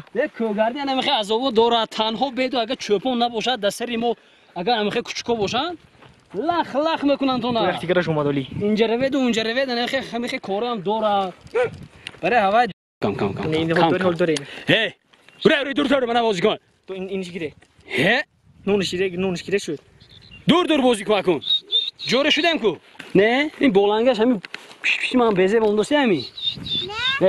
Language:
Tajik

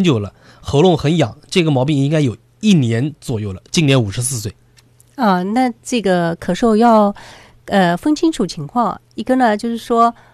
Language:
Chinese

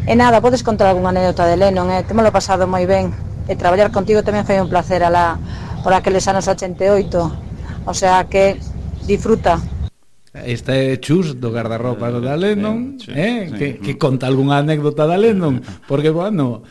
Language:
Galician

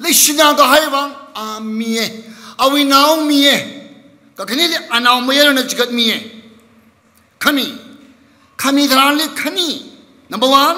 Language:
Tangkhul Naga (India)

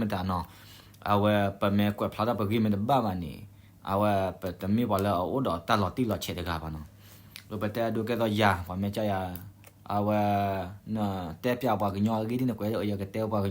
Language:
S'gaw Karen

